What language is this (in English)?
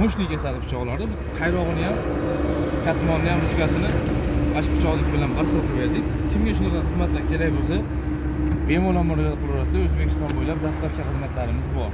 Uzbek